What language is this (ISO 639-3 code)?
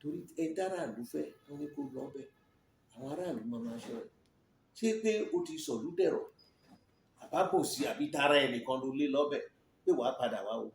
yor